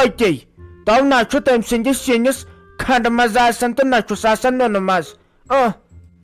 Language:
Kashmiri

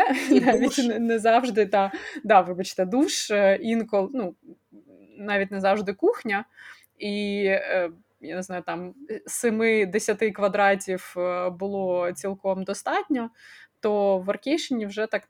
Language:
Ukrainian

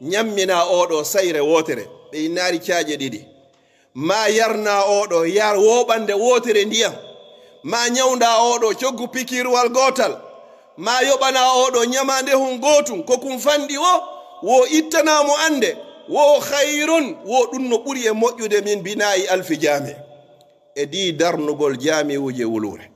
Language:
Pular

